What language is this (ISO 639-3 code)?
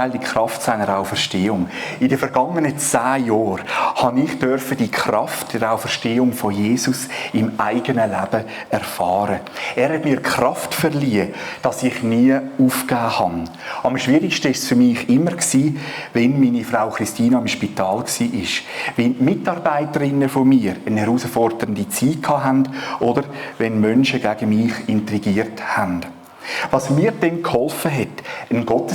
gsw